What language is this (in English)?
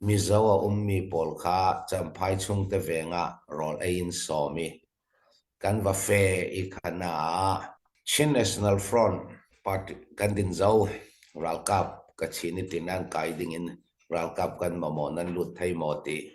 Falam Chin